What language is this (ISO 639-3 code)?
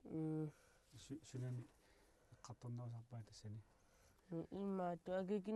kal